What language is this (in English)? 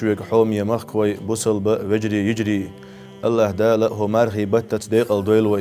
Chechen